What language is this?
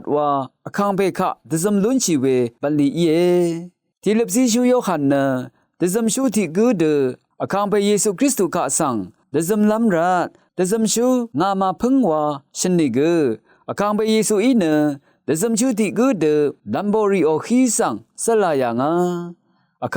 Rawang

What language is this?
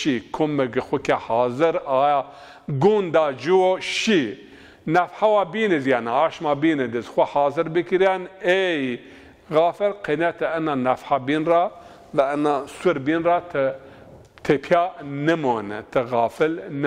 Zaza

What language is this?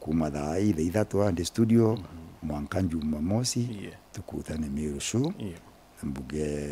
Meru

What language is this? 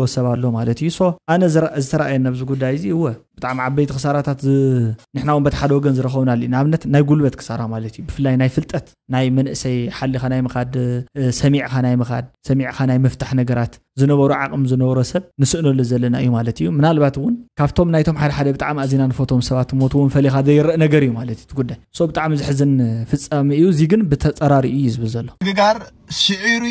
Tigrinya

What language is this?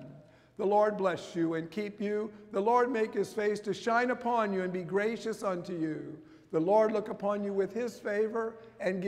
English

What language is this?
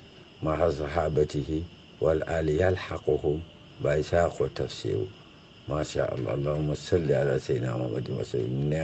Wolof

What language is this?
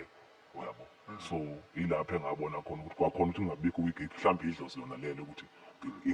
Zulu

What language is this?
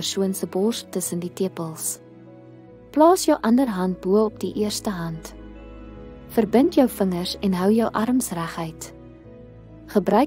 Afrikaans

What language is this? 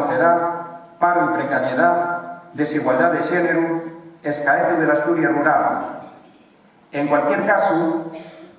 Asturian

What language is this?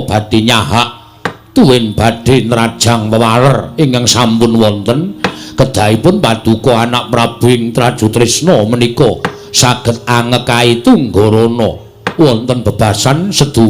Javanese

